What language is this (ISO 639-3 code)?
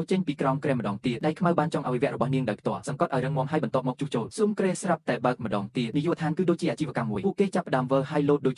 khm